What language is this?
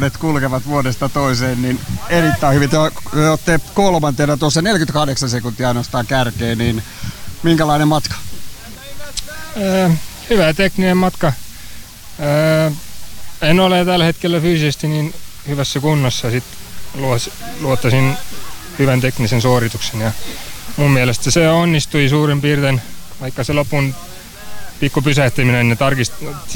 Finnish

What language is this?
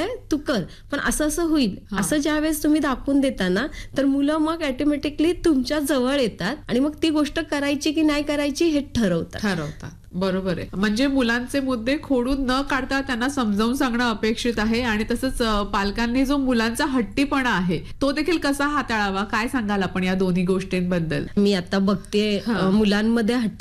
Marathi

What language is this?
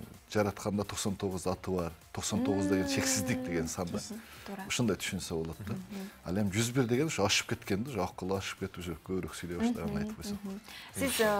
Kyrgyz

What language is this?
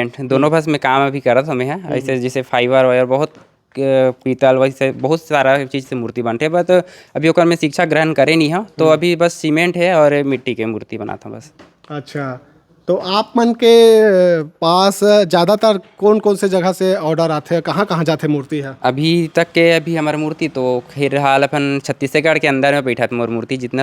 Chhattisgarhi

